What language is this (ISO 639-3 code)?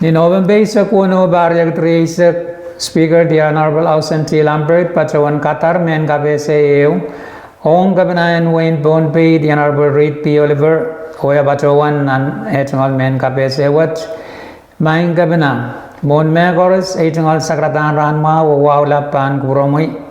pon